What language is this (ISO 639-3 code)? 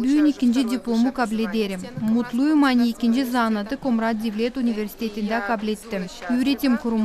gag